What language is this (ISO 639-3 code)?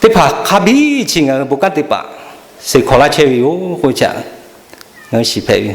lhu